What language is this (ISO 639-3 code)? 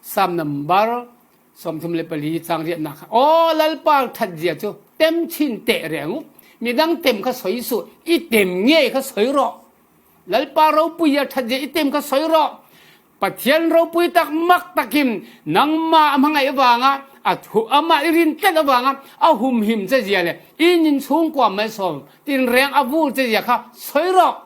cfm